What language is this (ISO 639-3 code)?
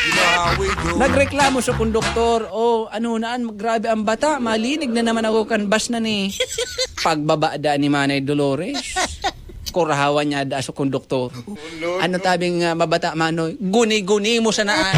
bik